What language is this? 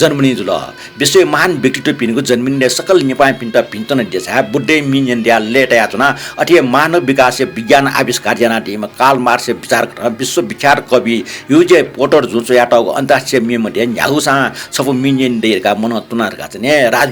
Newari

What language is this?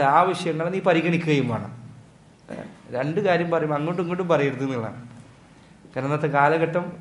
Malayalam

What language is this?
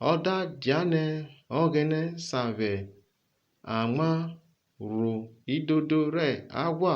Urhobo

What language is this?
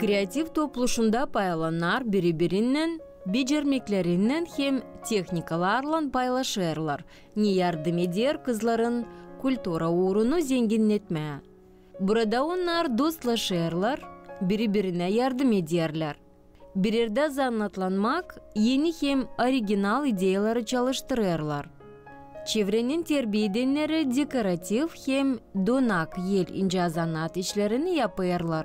Gagauz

